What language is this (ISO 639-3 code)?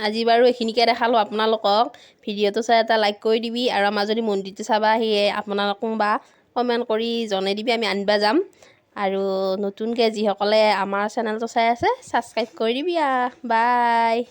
asm